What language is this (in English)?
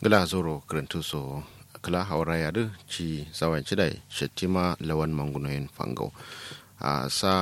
Kanuri